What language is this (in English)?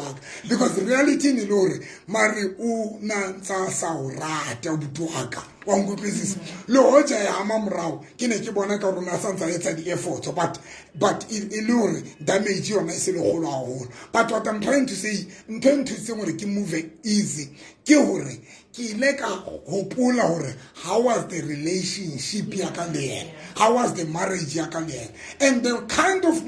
Southern Sotho